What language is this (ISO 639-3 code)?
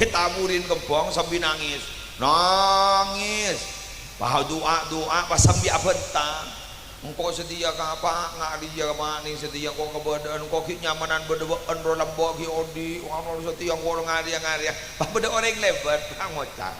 mad